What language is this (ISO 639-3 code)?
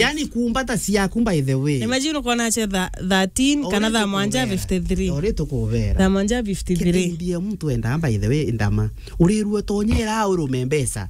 mer